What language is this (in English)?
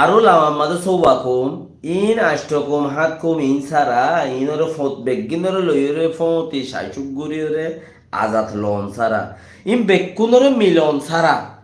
Rohingya